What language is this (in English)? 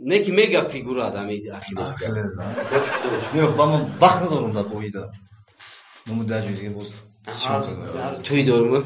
Tajik